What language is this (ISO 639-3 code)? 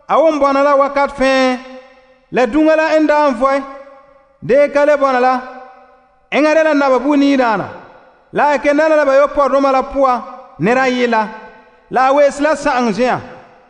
gur